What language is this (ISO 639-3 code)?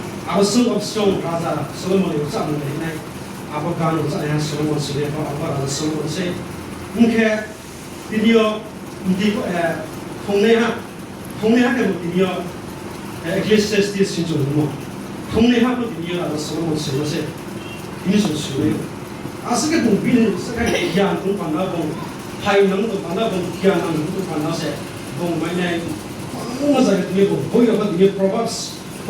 ria